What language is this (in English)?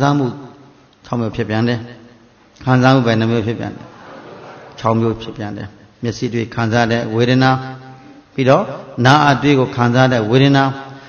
Burmese